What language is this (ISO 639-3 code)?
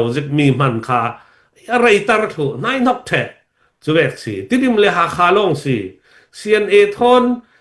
cnh